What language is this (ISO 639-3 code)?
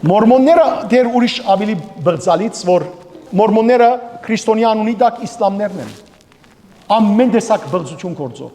hyw